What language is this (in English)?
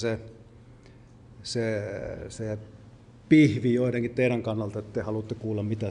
Finnish